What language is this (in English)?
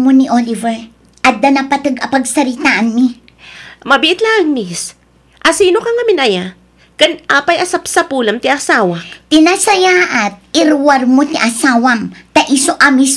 Iloko